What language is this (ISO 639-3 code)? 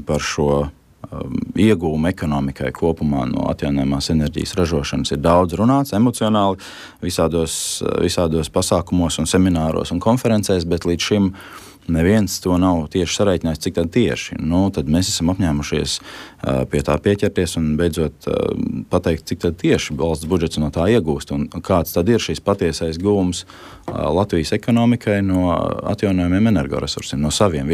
lav